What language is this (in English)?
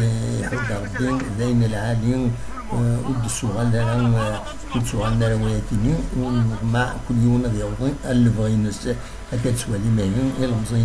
Kabyle